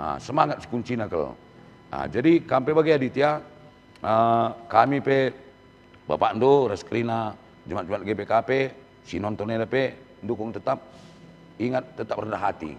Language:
Batak Karo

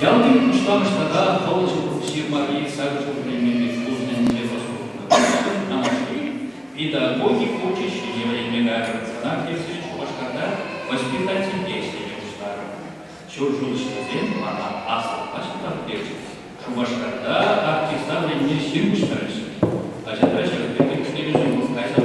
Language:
Chuvash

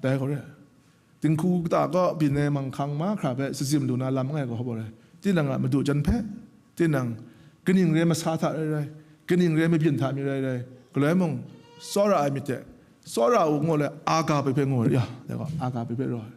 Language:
Kachin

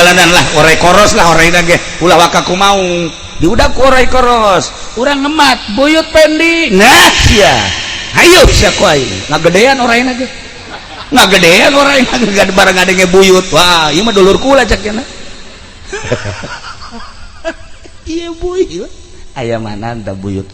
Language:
Sundanese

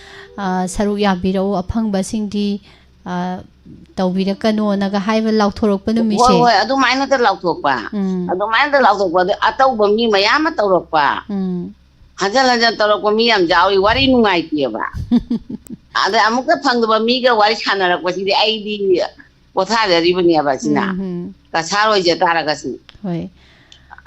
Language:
Manipuri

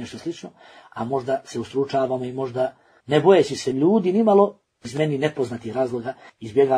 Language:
Bosnian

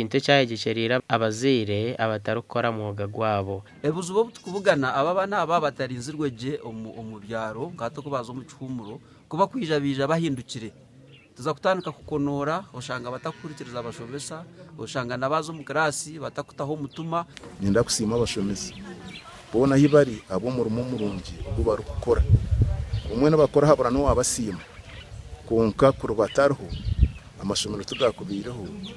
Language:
Nyankole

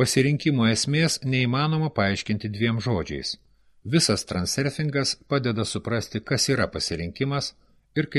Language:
Lithuanian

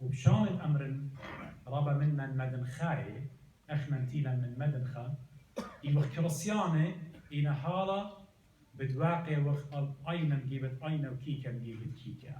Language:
Assyrian Neo-Aramaic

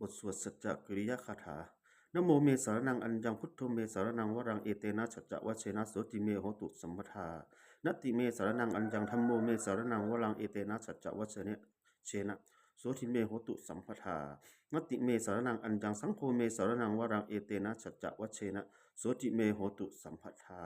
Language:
Pali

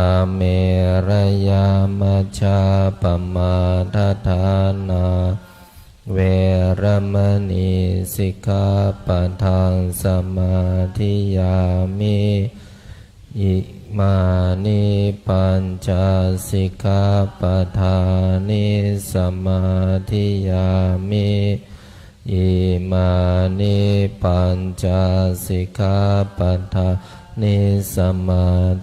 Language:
Pali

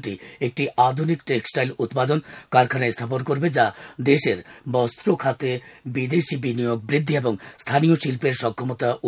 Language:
Bangla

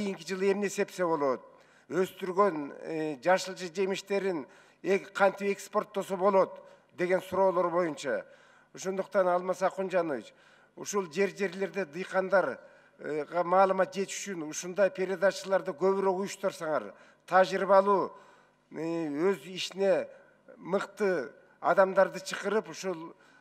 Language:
Kyrgyz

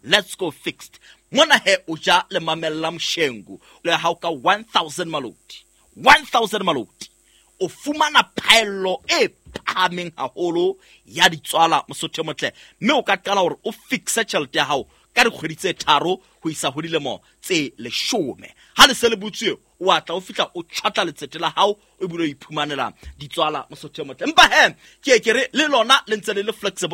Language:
Southern Sotho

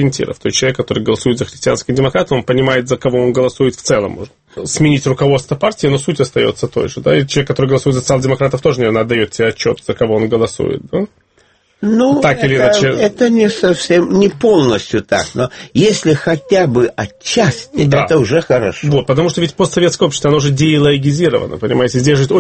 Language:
Russian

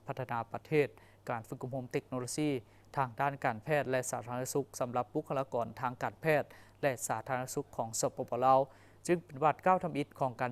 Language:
Lao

